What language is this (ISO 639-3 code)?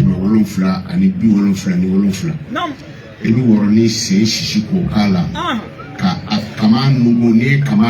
bam